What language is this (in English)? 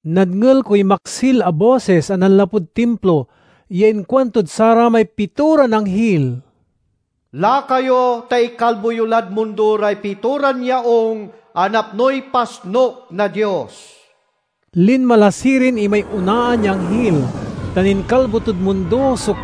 Pangasinan